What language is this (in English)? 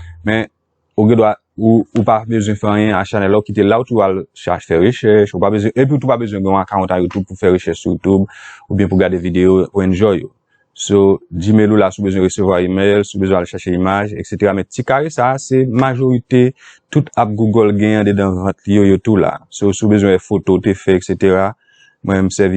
Haitian Creole